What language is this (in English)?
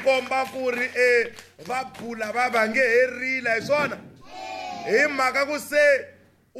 Tsonga